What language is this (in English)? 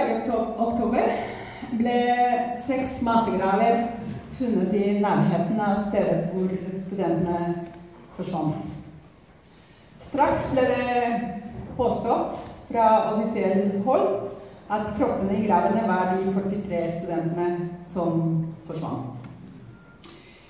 Norwegian